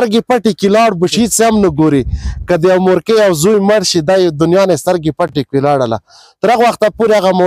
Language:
Pashto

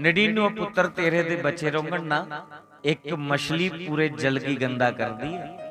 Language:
Dogri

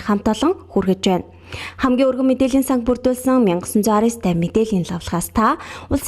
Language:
Mongolian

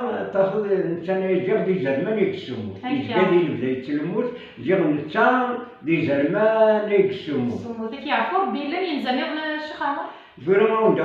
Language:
Kabyle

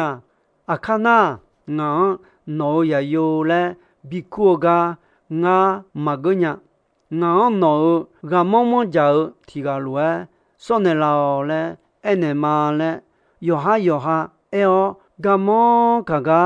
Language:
Akha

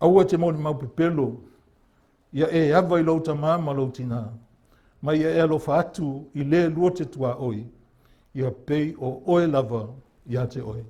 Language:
Samoan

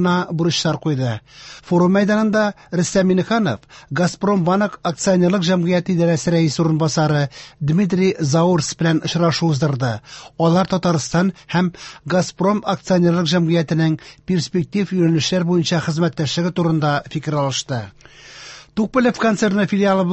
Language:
Tatar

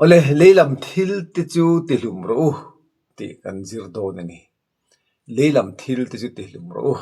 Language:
Mizo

